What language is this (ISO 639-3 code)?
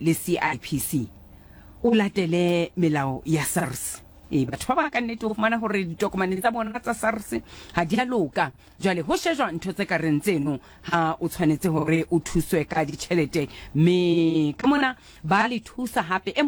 sot